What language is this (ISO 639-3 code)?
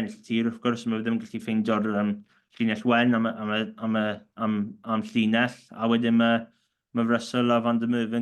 cym